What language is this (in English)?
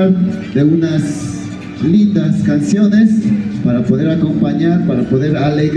Imbabura Highland Quichua